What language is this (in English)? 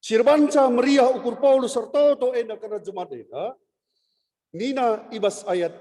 Batak Karo